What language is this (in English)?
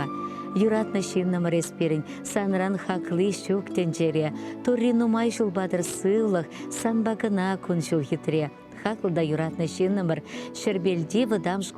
Chuvash